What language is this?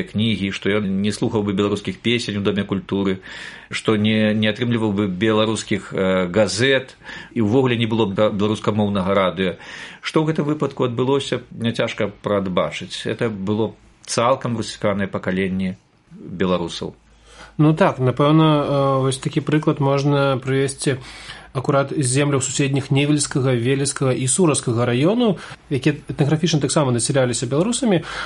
Belarusian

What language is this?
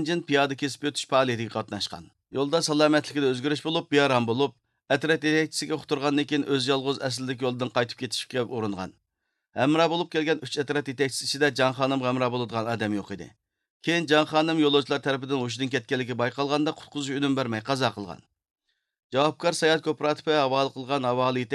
Uyghur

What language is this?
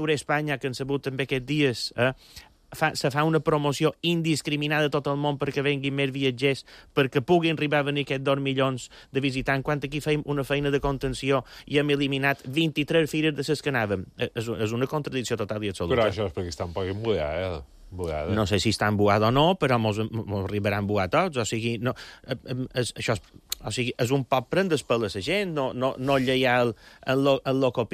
Catalan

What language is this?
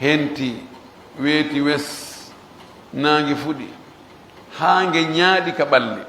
Pular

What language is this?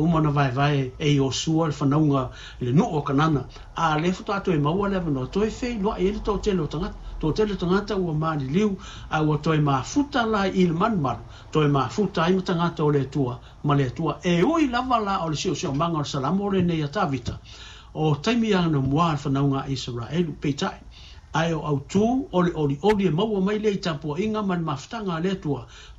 Samoan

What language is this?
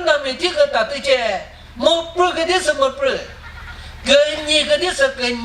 Chokri Naga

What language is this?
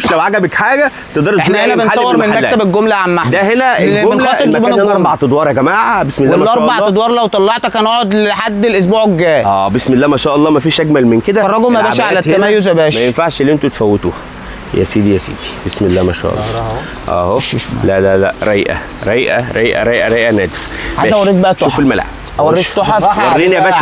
Egyptian Arabic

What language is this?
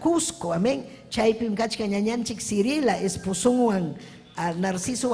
Ayacucho Quechua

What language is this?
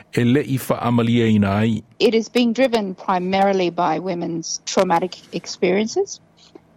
Samoan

